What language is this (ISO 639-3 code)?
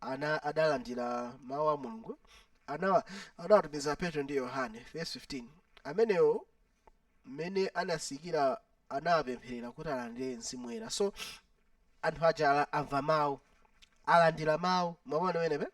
nya